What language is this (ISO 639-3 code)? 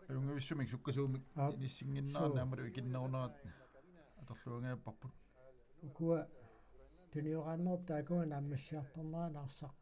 kal